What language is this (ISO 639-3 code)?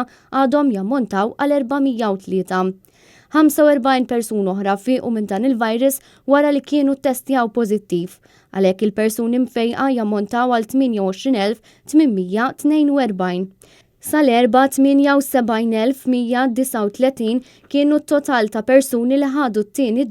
mlt